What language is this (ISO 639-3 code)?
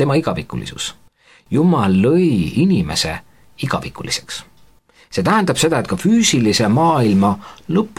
est